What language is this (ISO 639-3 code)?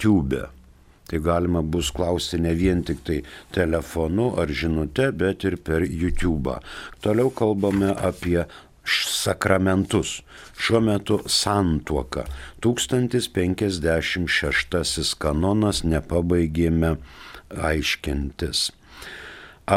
lit